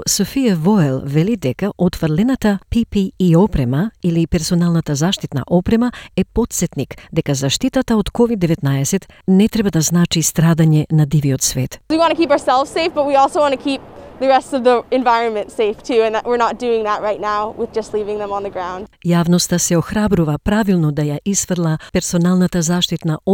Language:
Macedonian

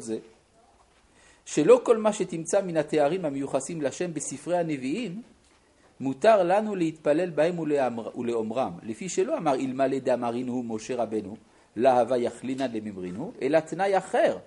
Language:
Hebrew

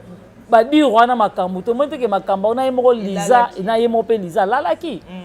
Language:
Lingala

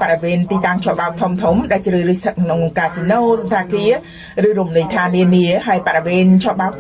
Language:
Khmer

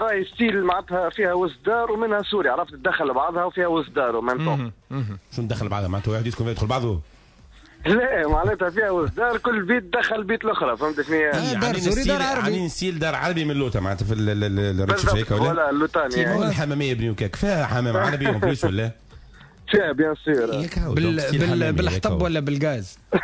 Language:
Tunisian Arabic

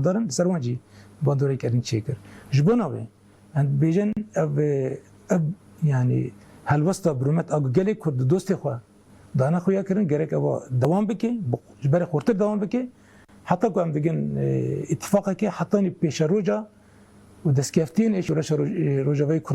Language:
Kurdish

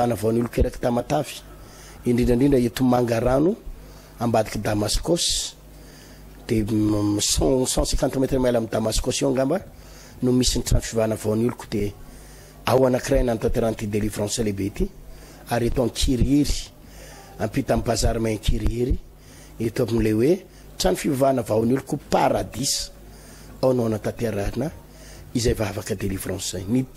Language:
Malagasy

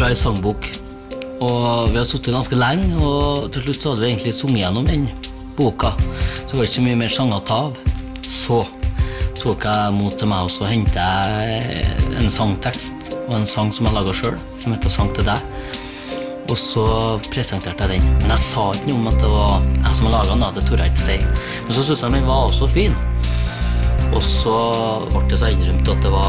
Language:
Norwegian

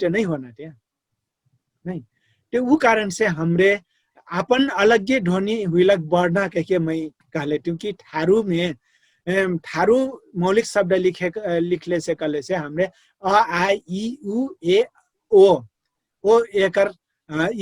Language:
Dangaura Tharu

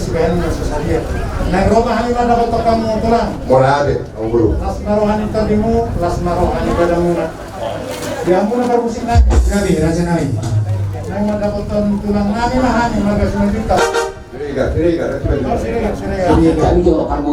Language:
Batak Toba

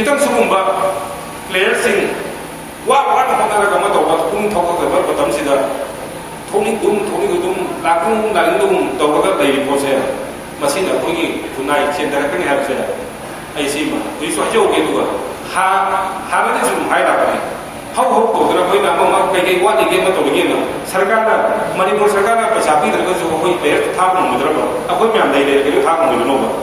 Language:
Manipuri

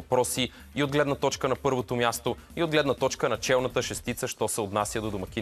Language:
Bulgarian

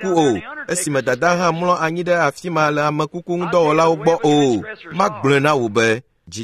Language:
Ewe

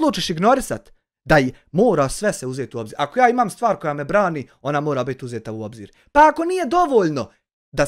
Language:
Bosnian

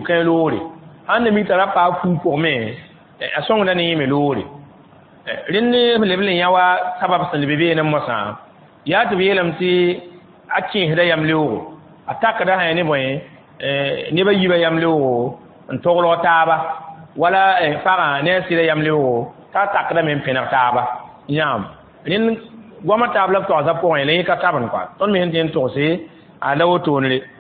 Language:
Mossi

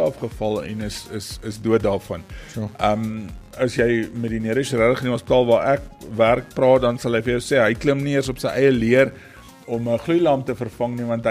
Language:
Afrikaans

